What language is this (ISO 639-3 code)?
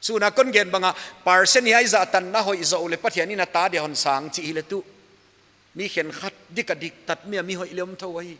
pck